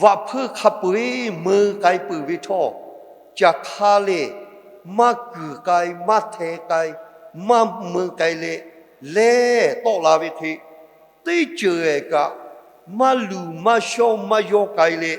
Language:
Lahu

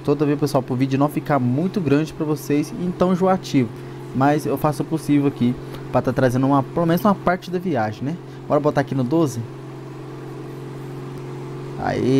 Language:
Portuguese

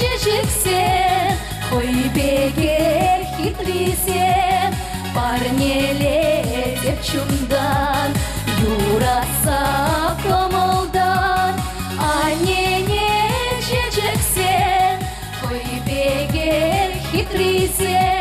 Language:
Chuvash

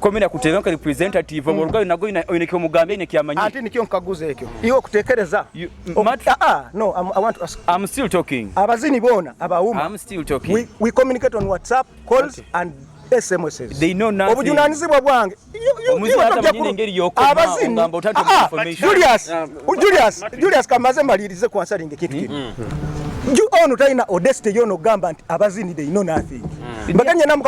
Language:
Nyoro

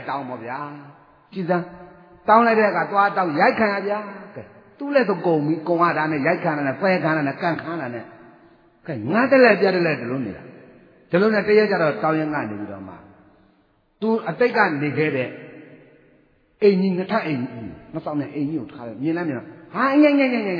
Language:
Burmese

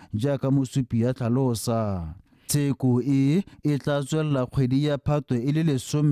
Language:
Tswana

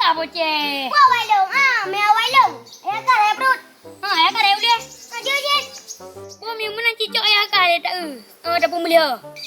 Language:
Achinese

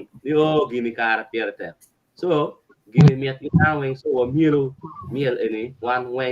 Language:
Acoli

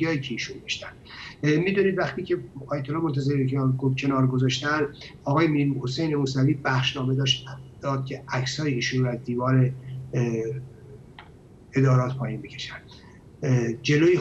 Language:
Persian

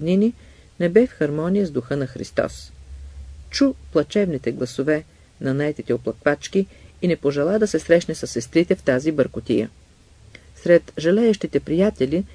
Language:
Bulgarian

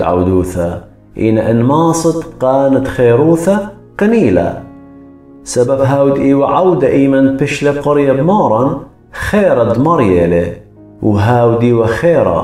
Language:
Assyrian Neo-Aramaic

